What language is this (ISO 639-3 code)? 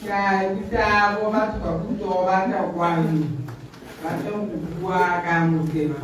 tsn